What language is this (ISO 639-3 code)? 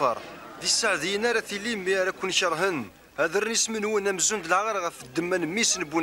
kab